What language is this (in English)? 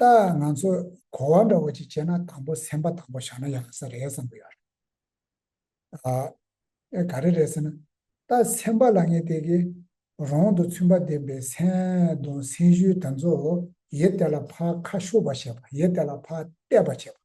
Tibetan